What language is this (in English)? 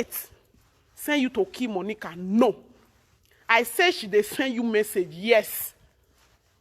Nigerian Pidgin